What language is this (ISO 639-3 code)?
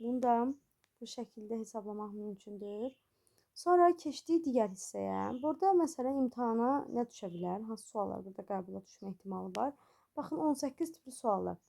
aze